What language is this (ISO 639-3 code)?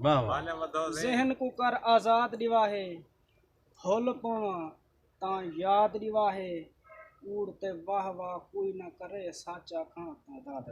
skr